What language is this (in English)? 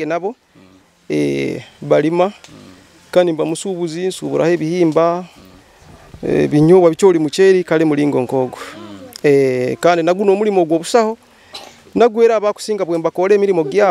Nyoro